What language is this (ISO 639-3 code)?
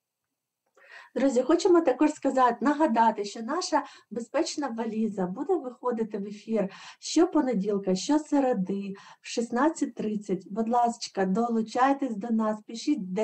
ukr